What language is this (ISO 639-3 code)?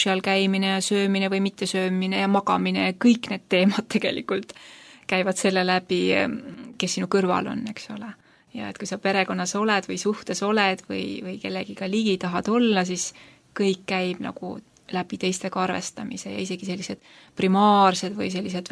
est